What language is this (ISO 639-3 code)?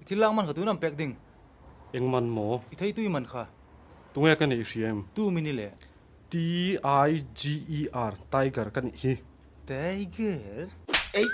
lus